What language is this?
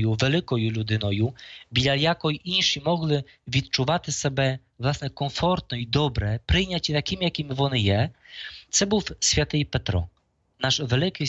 Ukrainian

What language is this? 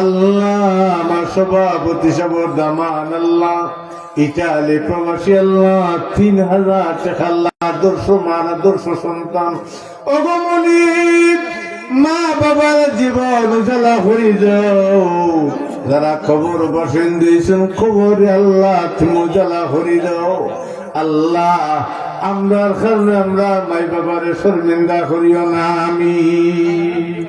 Sylheti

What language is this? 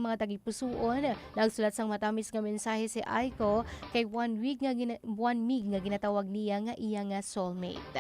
Hiligaynon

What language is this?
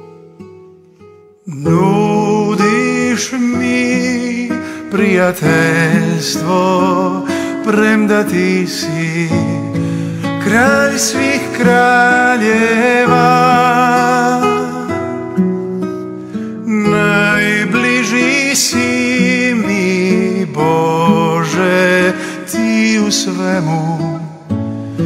Croatian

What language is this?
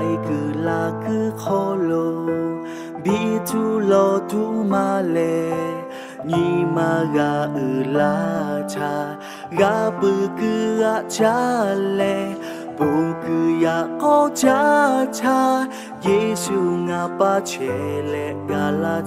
Lahu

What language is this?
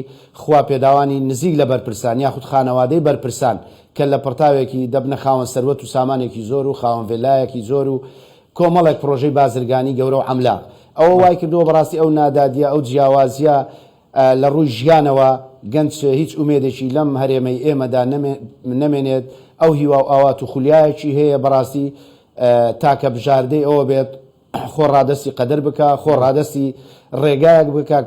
Central Kurdish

